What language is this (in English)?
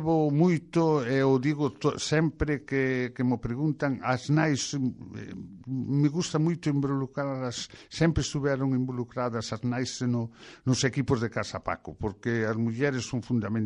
Galician